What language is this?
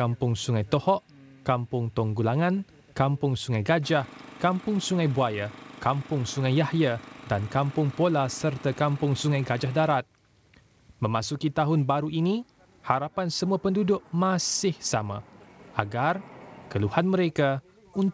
Malay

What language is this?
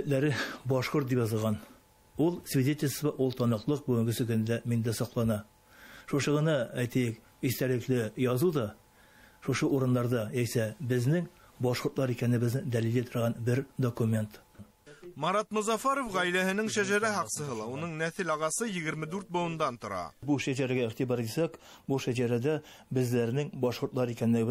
Bashkir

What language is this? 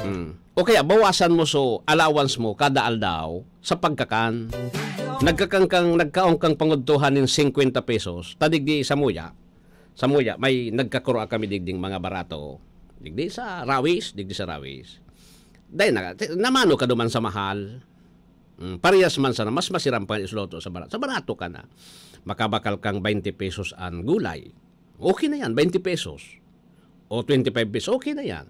Bikol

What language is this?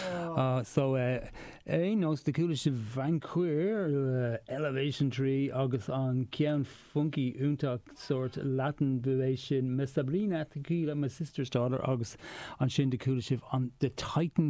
Irish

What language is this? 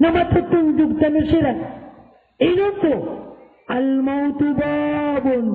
Maranao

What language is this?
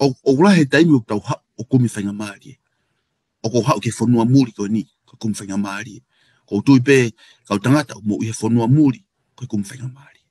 Tongan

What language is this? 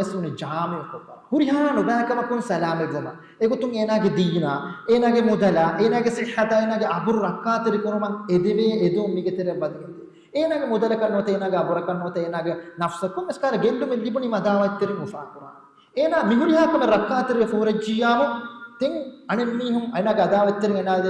Divehi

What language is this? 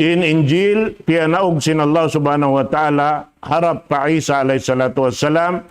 Tausug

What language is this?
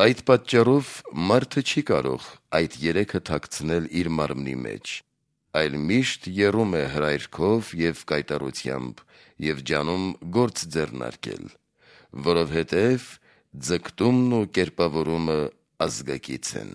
Armenian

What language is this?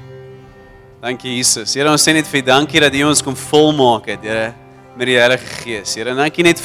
Afrikaans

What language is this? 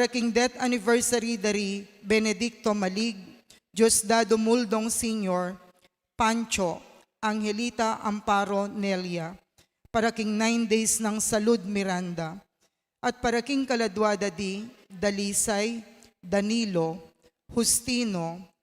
Pampanga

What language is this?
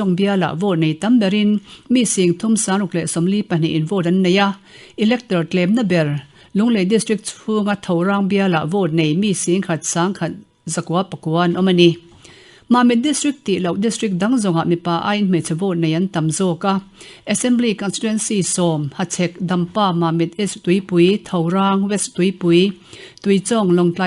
Mizo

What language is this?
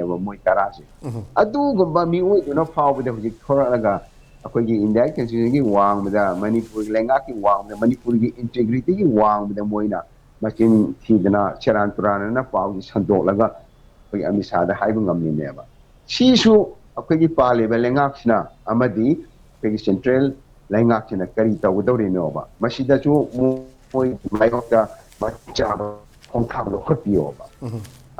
Manipuri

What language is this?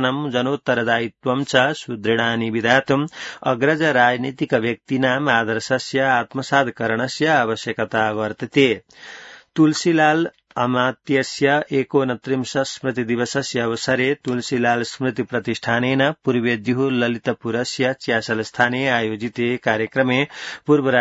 Sanskrit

